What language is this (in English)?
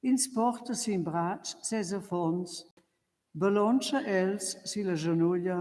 Romansh